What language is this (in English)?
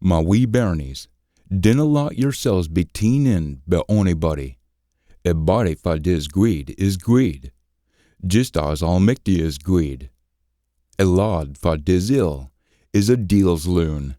Scots